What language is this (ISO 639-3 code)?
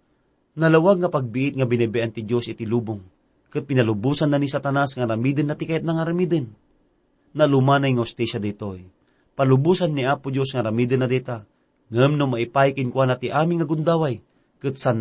ilo